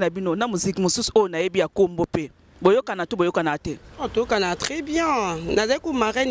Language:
Lingala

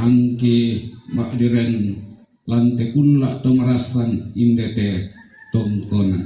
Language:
Toraja-Sa'dan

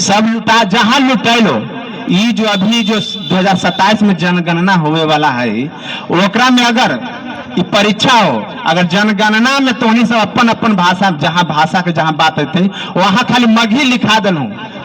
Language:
Magahi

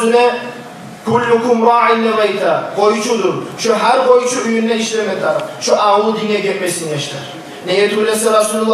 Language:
Kumyk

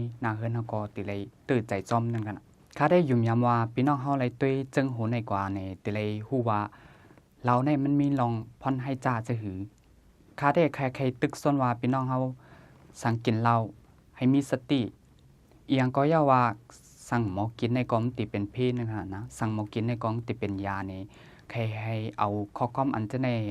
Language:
Shan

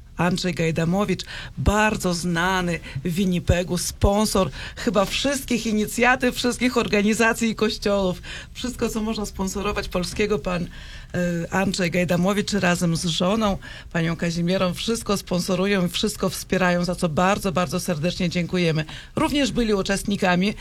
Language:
Polish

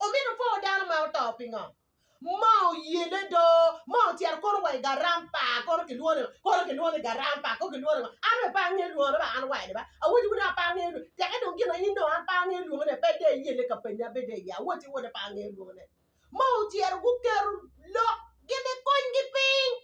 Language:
Acoli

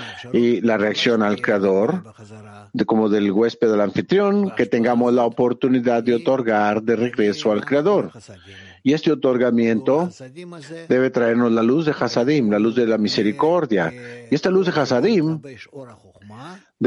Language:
Spanish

